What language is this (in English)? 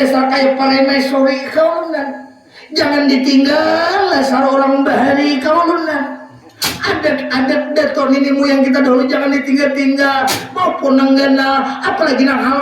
Banjar